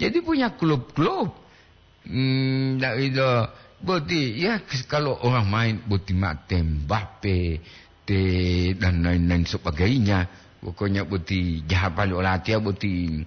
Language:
Gorontalo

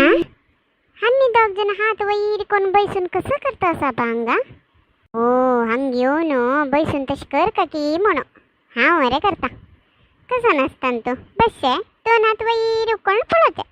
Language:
Konkani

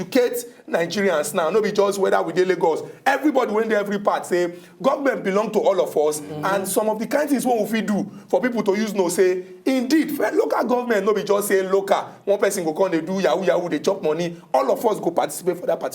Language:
Nigerian Pidgin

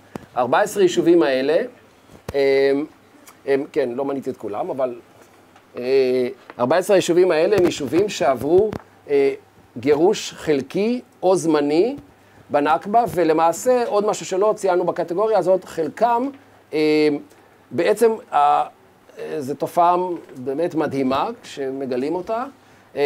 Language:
Hebrew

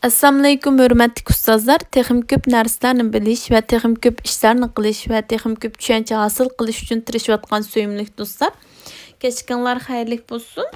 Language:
Uyghur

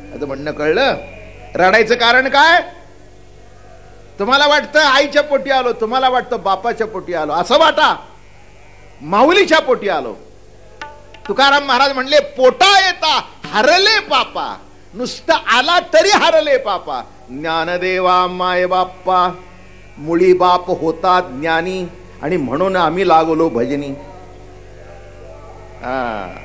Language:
Marathi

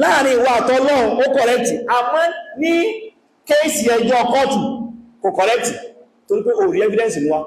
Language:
Yoruba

